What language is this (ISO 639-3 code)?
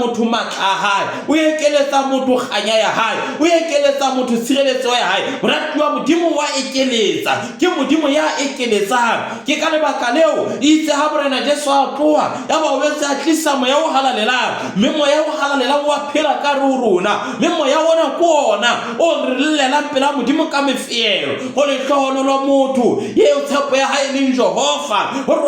sot